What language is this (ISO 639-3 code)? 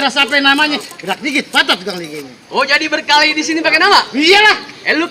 bew